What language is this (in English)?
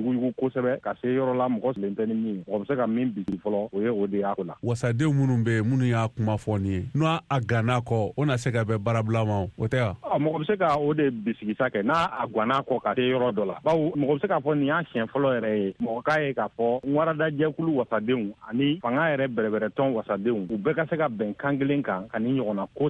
Bambara